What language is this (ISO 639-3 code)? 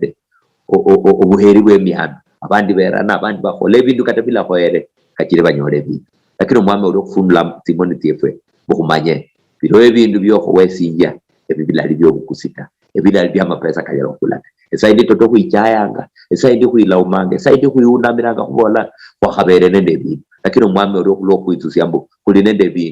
luy